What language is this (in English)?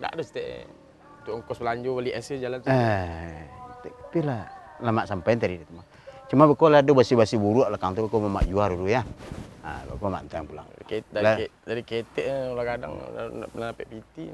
Minangkabau